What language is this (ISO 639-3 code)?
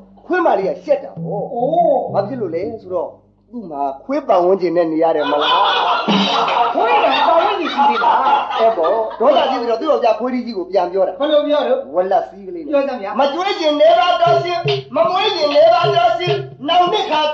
mya